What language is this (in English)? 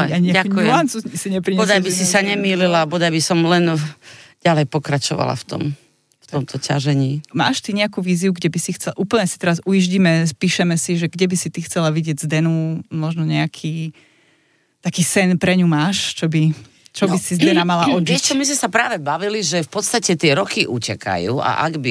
Slovak